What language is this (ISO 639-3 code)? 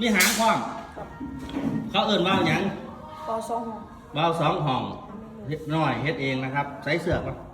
lao